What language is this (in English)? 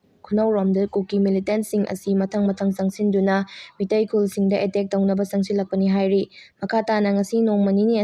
Manipuri